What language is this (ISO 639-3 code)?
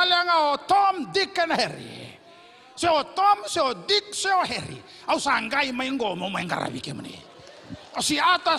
fij